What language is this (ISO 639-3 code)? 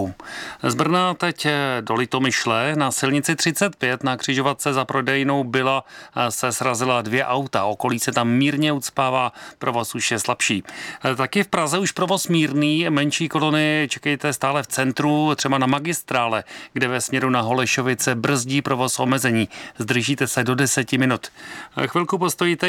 ces